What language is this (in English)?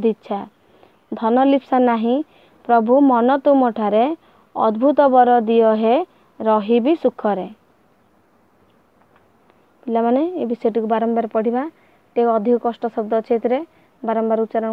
Odia